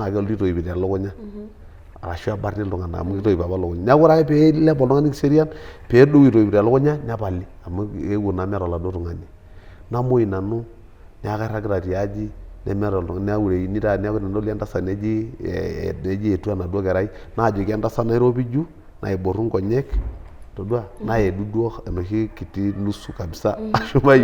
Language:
Masai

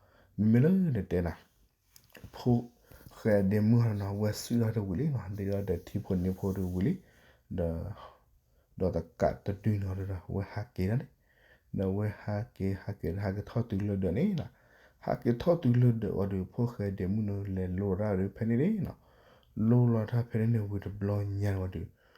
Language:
S'gaw Karen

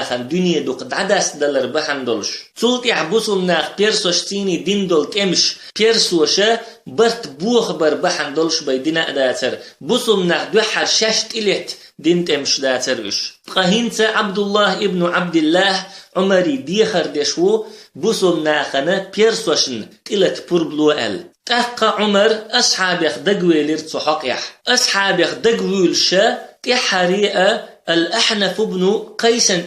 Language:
Chechen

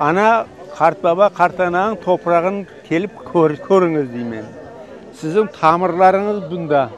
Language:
Crimean Tatar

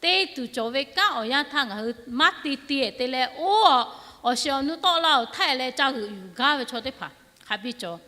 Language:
Lahu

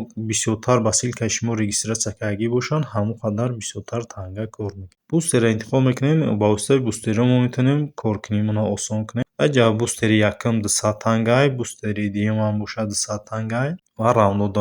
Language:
Tajik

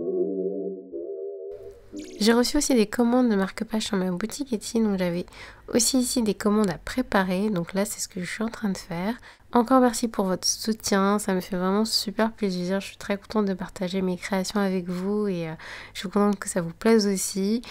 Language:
French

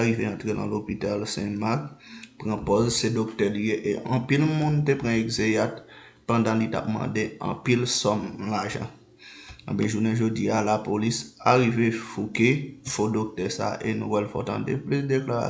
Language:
Haitian Creole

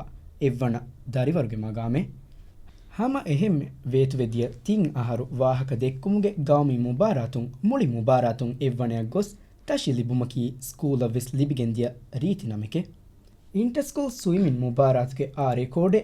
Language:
Divehi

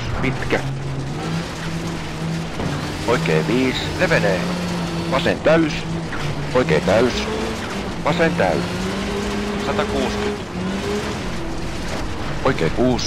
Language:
Finnish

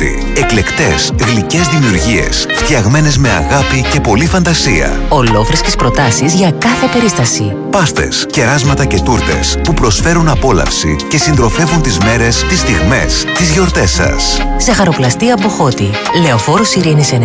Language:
Greek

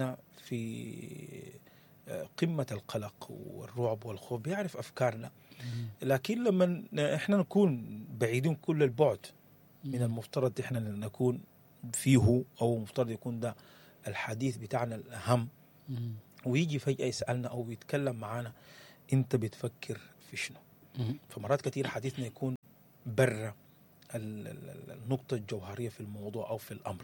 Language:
Sudanese Arabic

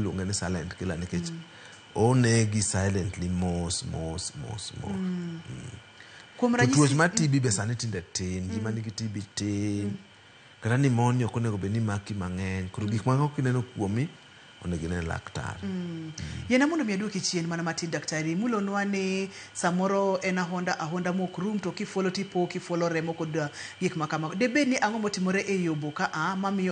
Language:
Luo (Kenya and Tanzania)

